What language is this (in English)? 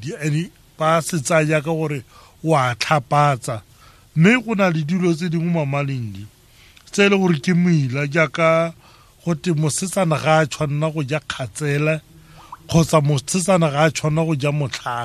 Tswana